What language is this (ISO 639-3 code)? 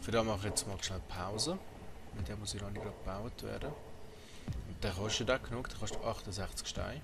gsw